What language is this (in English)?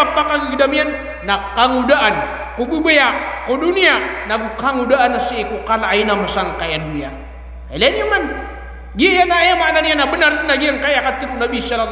Maranao